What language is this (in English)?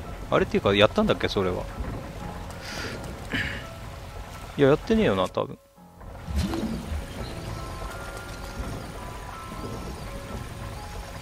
Japanese